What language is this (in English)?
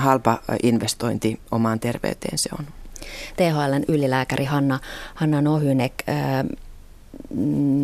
Finnish